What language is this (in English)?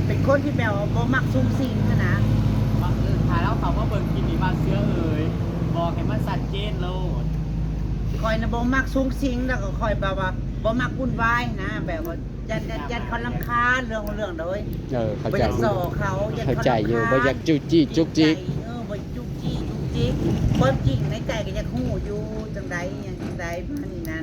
Northeastern Thai